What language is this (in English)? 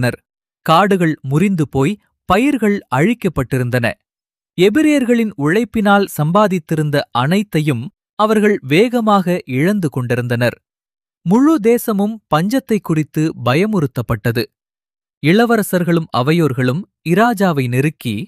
Tamil